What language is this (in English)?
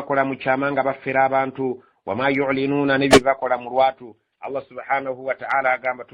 Ganda